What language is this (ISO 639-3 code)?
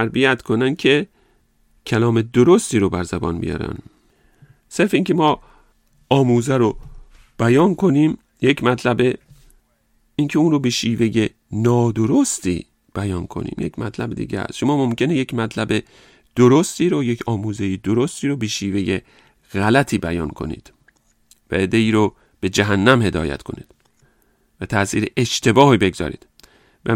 fas